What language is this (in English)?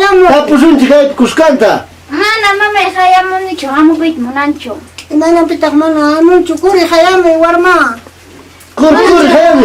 Ayacucho Quechua